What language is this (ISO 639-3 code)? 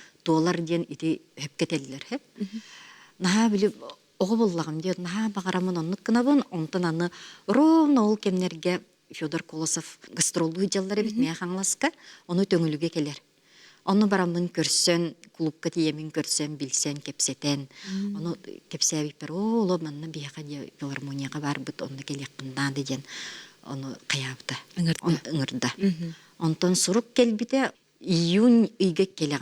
sah